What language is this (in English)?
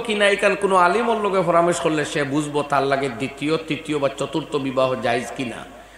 Sylheti